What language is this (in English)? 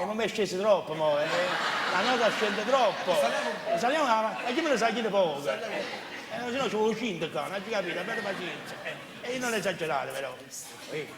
Neapolitan